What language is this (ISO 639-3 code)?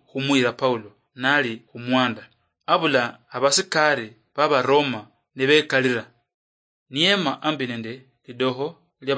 luy